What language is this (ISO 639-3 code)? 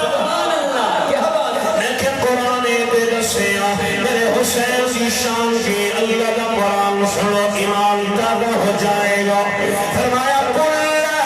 skr